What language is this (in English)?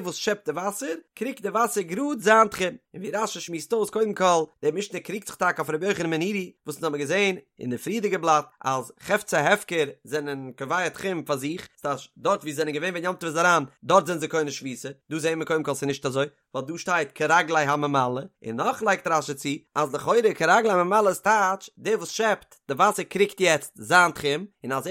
Yiddish